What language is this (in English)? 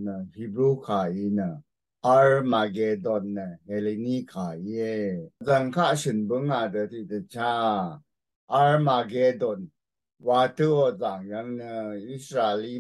Rawang